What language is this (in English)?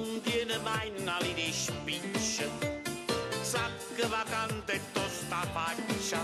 Neapolitan